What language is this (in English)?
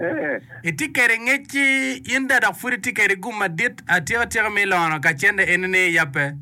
Acoli